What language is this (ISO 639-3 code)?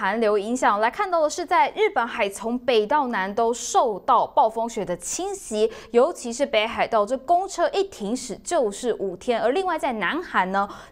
zho